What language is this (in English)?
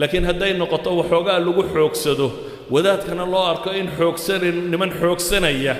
Somali